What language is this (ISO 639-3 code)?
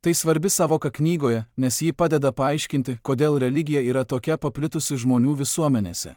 lit